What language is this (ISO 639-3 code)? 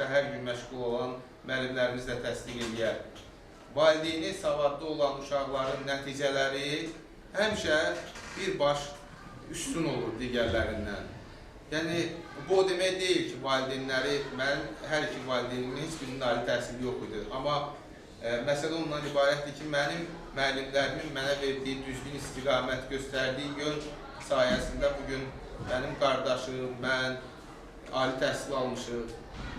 aze